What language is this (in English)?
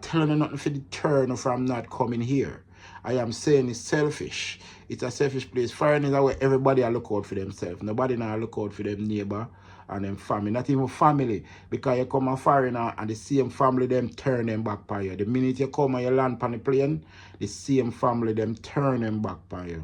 Jamaican Creole English